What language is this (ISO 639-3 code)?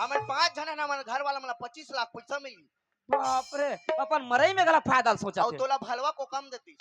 hne